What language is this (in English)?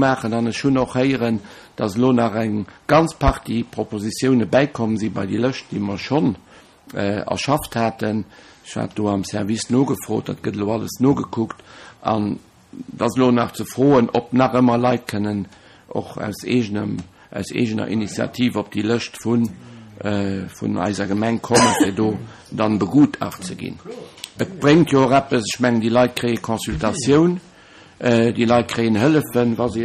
Luxembourgish